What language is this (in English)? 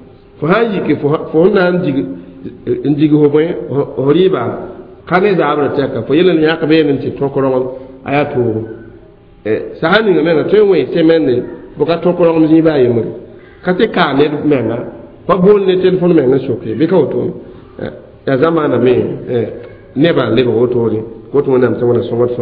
Mossi